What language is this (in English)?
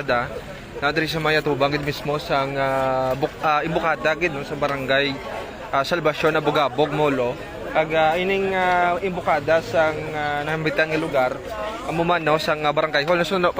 Hiligaynon